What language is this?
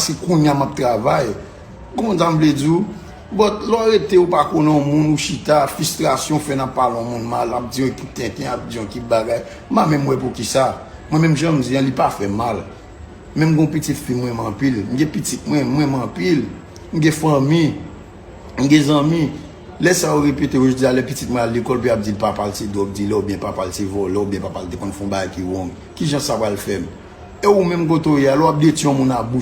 Haitian Creole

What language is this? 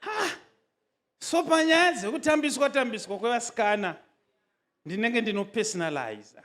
Shona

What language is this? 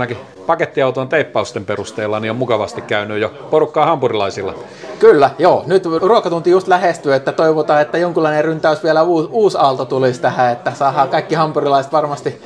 Finnish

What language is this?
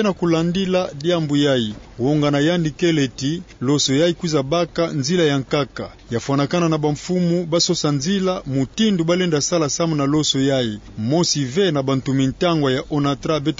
Kituba (Democratic Republic of Congo)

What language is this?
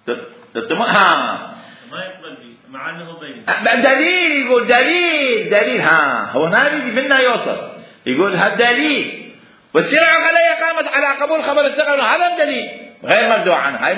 Mesopotamian Arabic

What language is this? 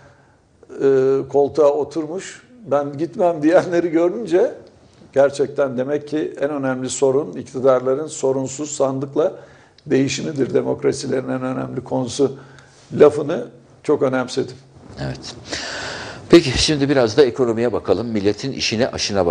Turkish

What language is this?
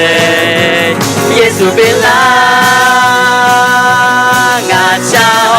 Akha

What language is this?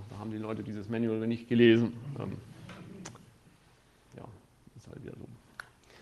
German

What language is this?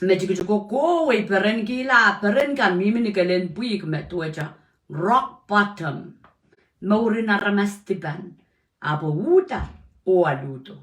Pohnpeian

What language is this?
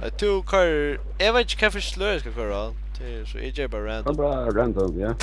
Faroese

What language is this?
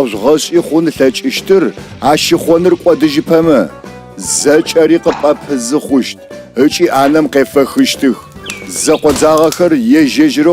Adyghe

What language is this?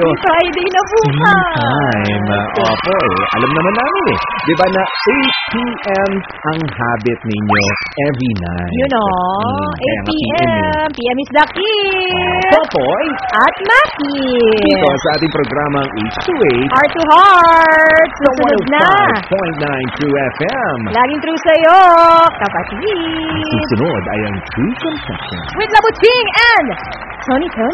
Filipino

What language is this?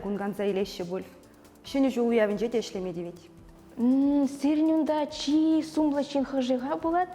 Chuvash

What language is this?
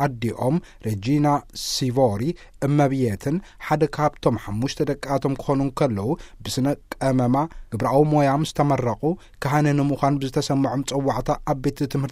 Tigrinya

